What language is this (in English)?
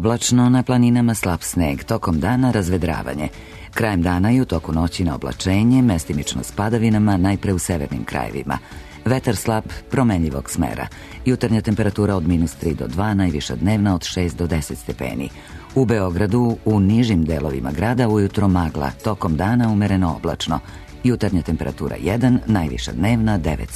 Serbian